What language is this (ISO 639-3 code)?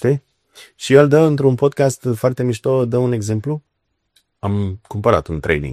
ron